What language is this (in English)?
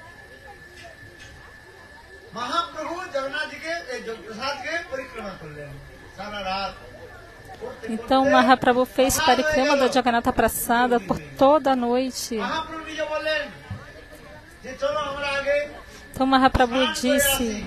Portuguese